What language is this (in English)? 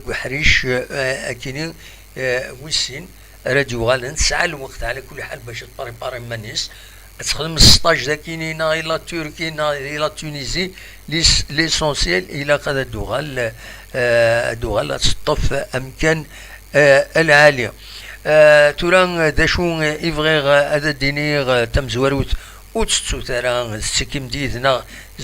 Kabyle